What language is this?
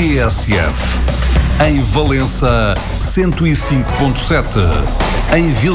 Portuguese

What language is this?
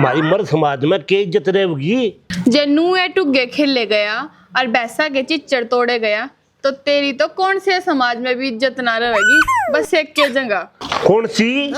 Haryanvi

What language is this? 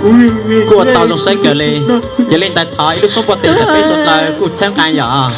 Hmong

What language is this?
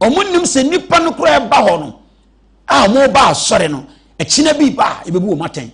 Akan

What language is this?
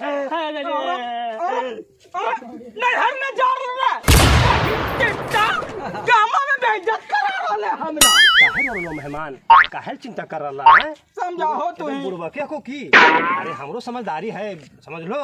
Magahi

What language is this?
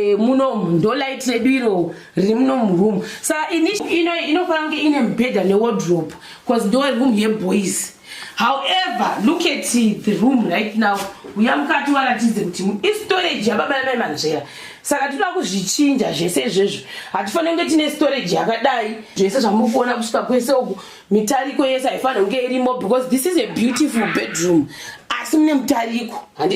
Shona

